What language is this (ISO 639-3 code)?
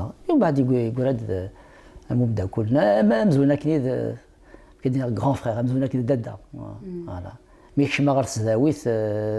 kab